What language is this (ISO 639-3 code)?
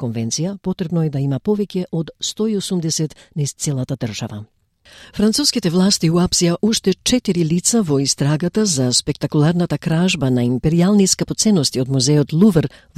mkd